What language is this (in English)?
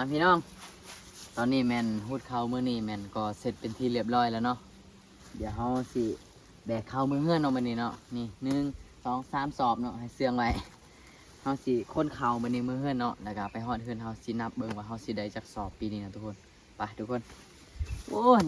Lao